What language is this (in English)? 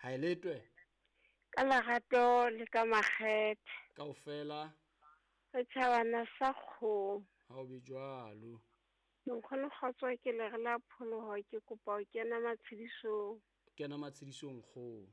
Southern Sotho